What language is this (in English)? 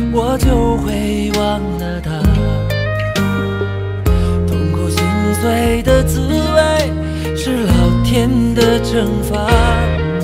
Chinese